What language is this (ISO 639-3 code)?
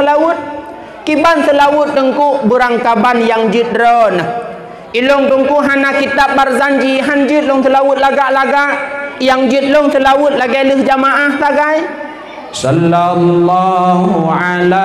ace